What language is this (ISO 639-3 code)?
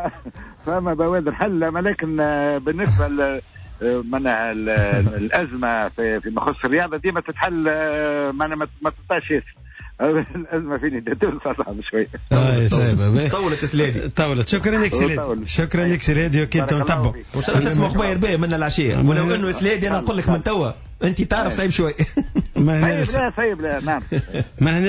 aeb